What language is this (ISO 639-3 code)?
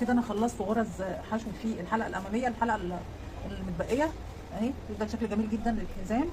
arz